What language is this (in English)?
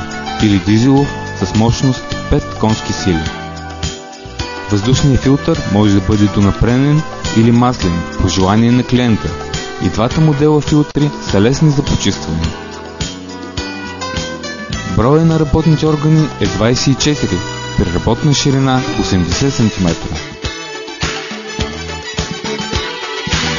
Bulgarian